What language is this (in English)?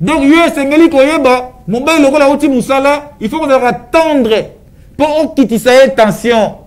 Lingala